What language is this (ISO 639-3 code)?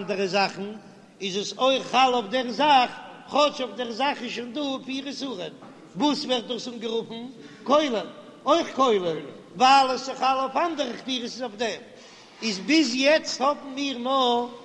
yid